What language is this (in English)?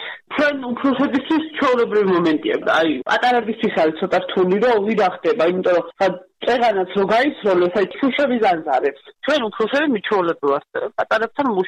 Georgian